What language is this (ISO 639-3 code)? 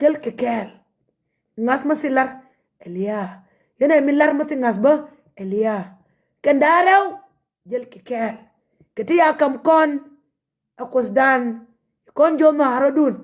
nus